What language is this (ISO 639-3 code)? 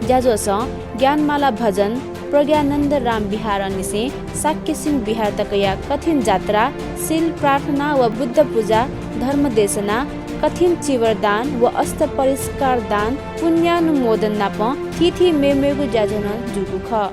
new